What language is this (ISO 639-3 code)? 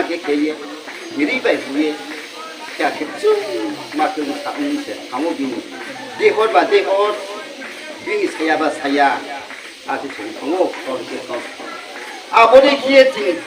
ria